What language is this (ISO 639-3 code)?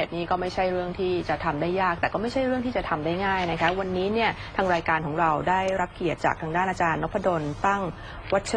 tha